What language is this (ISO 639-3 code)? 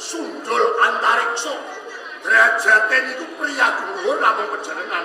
jav